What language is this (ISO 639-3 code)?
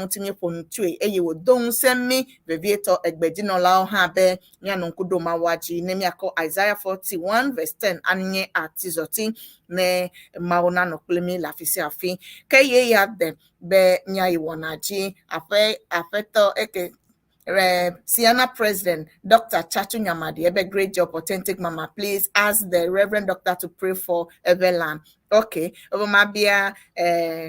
ewe